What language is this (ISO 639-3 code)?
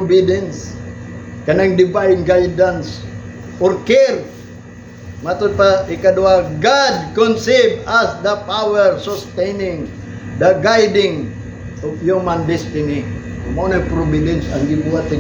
ceb